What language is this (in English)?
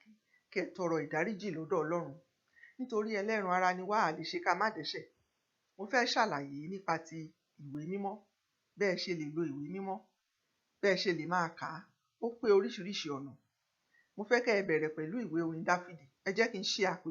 Yoruba